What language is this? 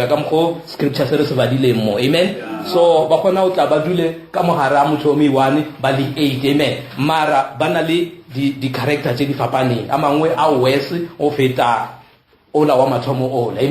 Northern Sotho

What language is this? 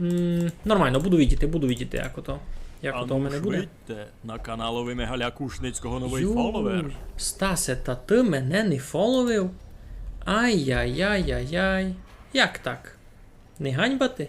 Rusyn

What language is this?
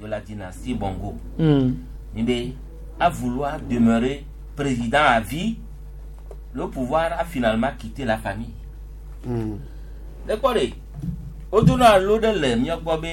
Gen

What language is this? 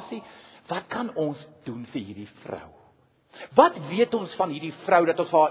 Afrikaans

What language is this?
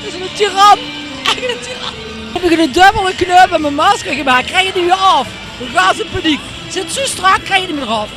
Limburgish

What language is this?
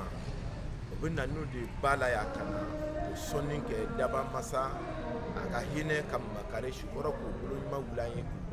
Bambara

